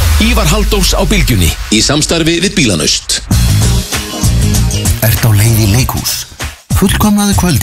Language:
Icelandic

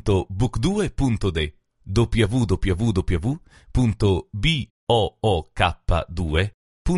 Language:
Lithuanian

